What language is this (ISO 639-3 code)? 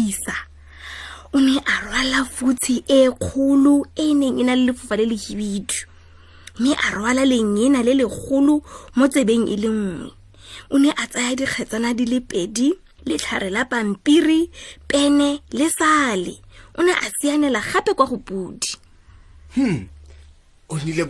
tsn